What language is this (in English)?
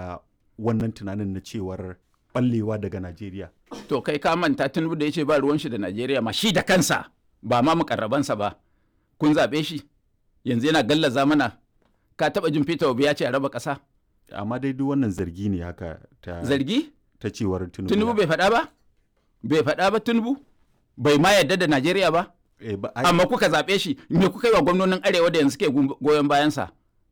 Hausa